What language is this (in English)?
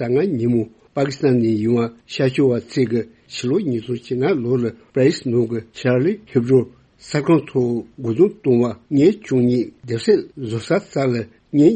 Tibetan